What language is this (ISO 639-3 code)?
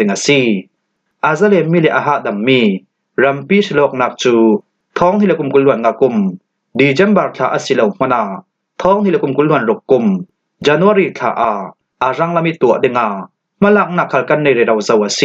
cfm